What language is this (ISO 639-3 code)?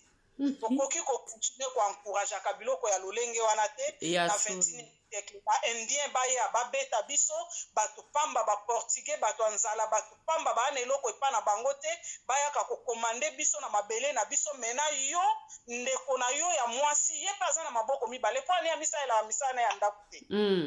lin